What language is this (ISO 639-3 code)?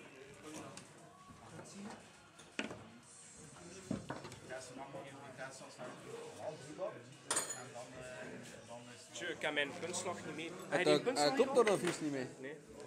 nld